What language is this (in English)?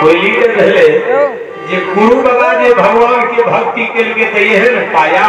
Maithili